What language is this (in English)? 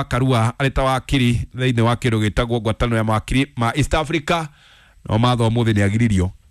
Kikuyu